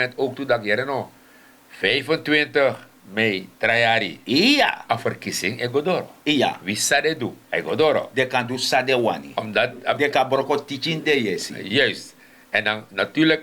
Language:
Sranan Tongo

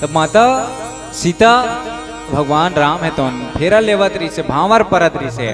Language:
Chhattisgarhi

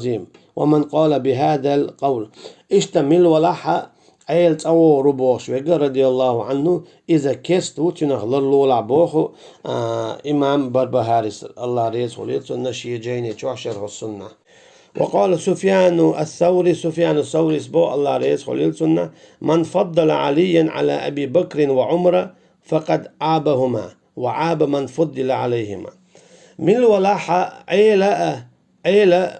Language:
Chechen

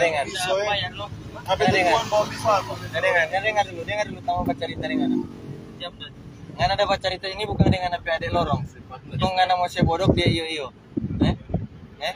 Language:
Manado Malay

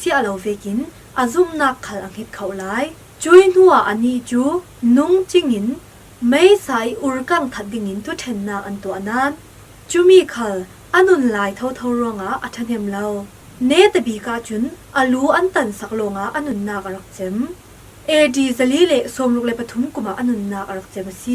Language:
Falam Chin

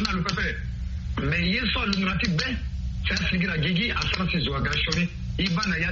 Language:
Sango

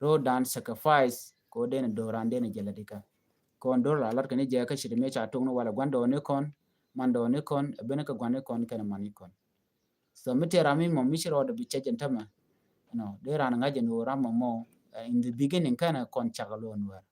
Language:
Nuer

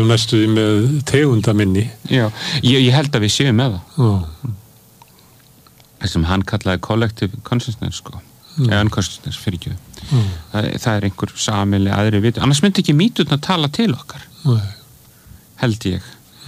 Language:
Icelandic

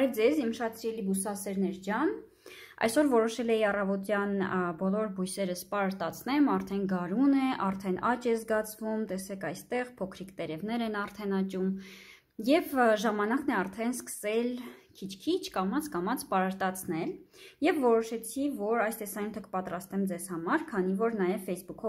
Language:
Armenian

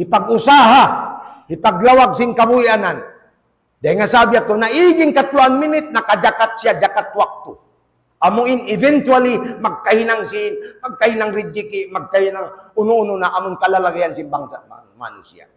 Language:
Tausug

